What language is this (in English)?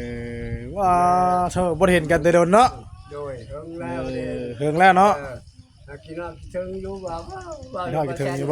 Northeastern Thai